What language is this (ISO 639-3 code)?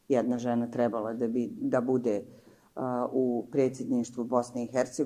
bos